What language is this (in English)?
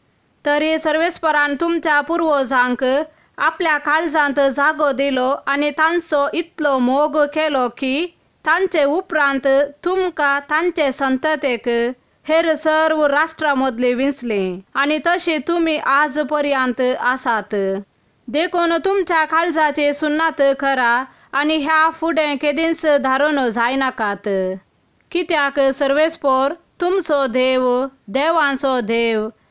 Konkani